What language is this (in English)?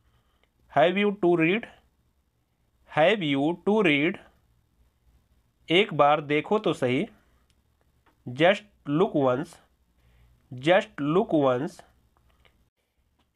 Hindi